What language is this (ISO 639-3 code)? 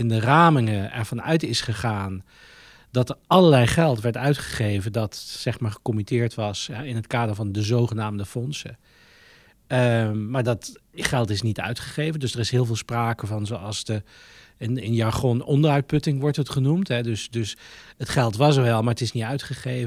nld